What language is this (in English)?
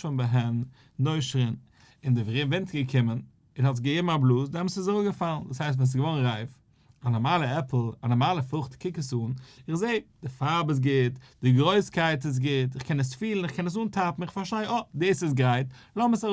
Yiddish